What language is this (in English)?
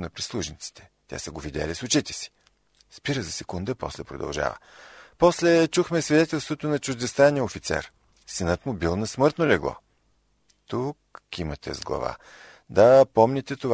Bulgarian